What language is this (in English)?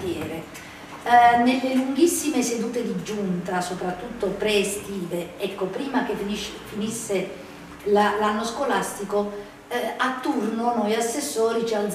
Italian